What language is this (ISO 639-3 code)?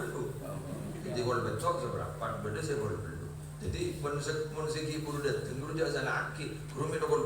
mad